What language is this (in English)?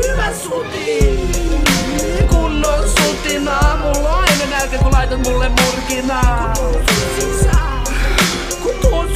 Finnish